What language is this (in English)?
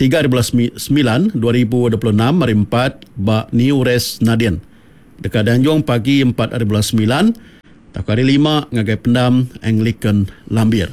Iban